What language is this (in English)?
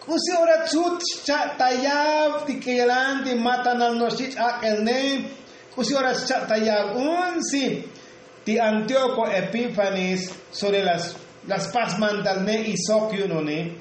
Tzotzil